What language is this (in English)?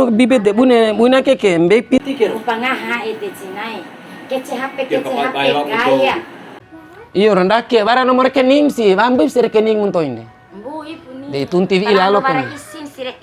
Bima